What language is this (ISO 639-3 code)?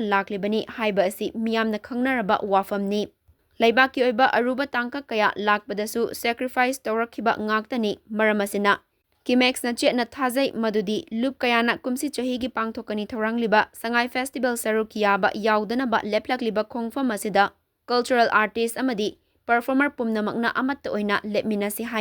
mni